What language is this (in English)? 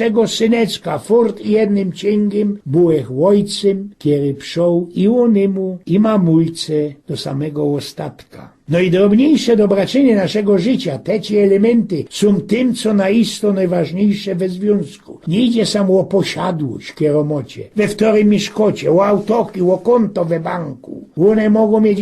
Silesian